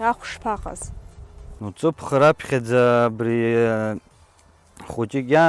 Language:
Abkhazian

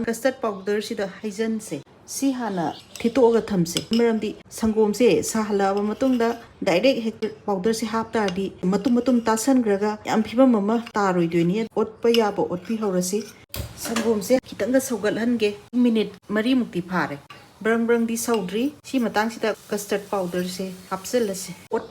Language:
Manipuri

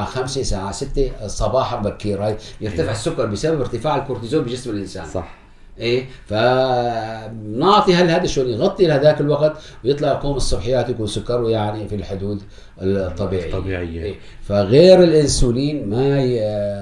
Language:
North Levantine Arabic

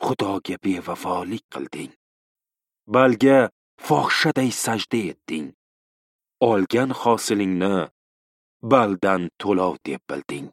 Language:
Uzbek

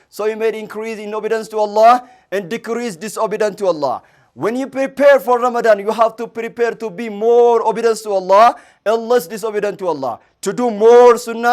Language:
English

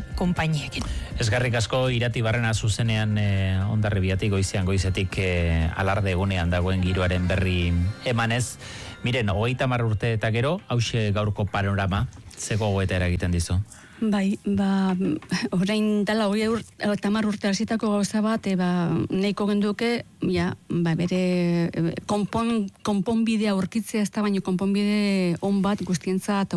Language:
Basque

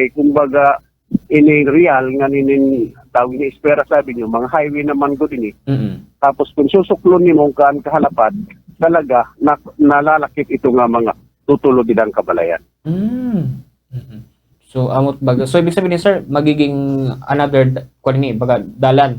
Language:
Waray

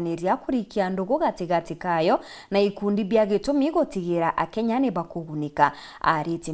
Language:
Meru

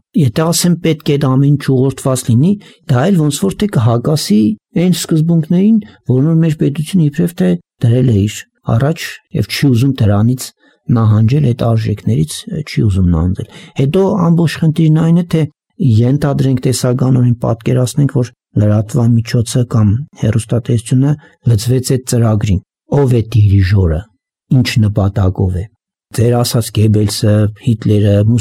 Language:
Armenian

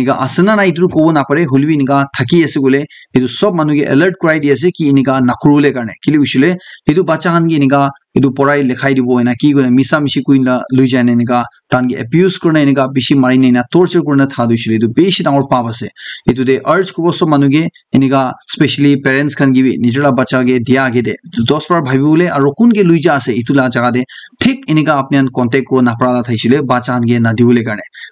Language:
Naga Pidgin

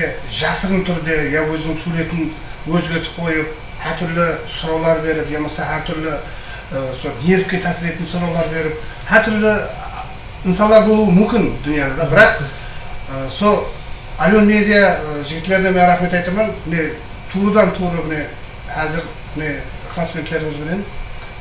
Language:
Kara-Kalpak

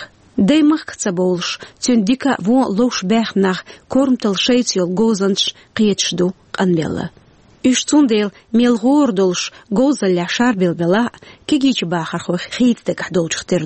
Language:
Chechen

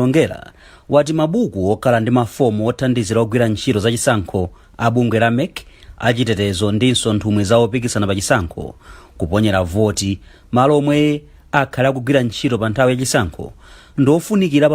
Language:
Nyanja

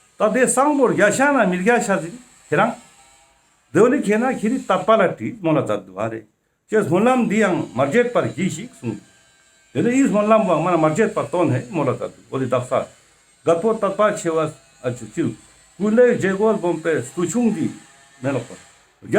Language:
Ladakhi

